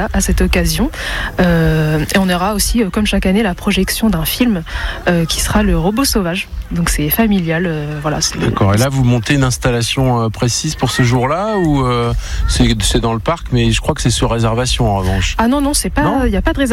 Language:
French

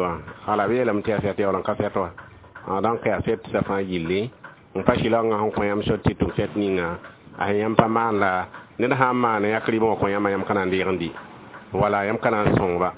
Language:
Mossi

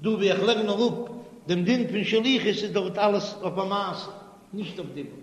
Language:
Yiddish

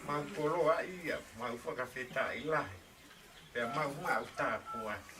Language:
Tongan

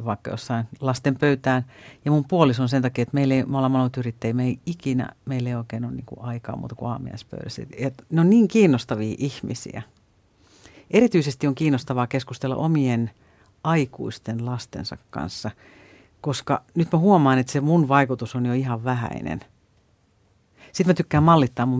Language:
Finnish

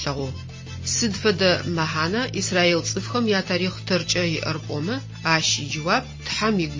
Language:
Adyghe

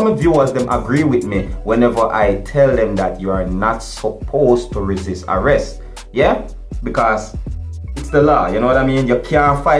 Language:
Jamaican Creole English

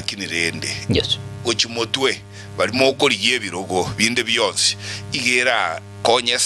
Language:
Gusii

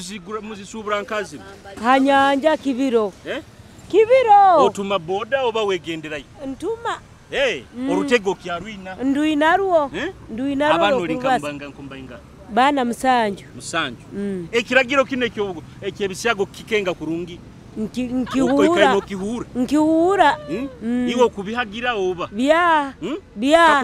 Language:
Nyoro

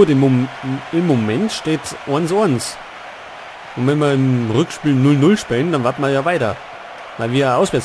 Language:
Bavarian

